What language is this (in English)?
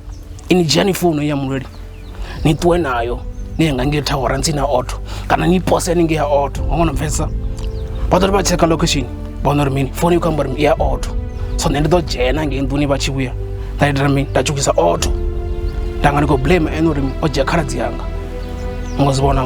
Venda